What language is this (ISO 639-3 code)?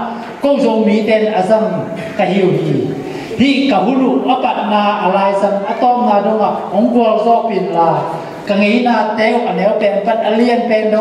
ctd